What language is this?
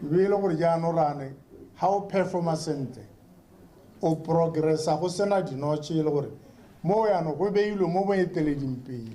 Tswana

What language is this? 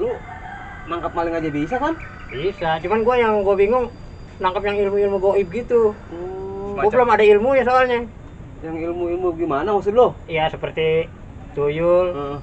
Betawi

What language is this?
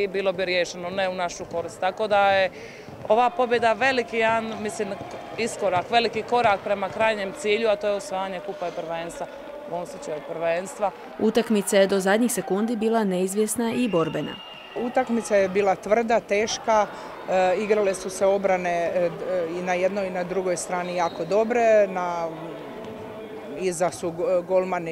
Croatian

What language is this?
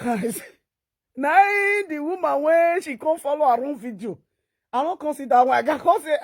Nigerian Pidgin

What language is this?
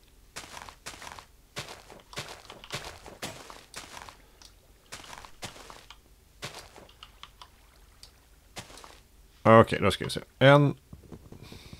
Swedish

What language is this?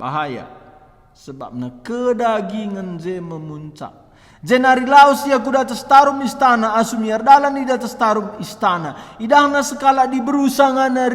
Batak Karo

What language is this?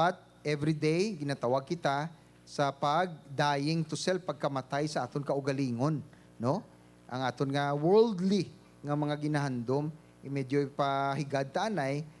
Hiligaynon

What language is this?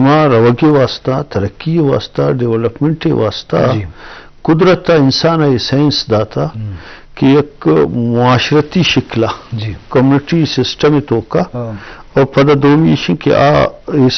Eastern Balochi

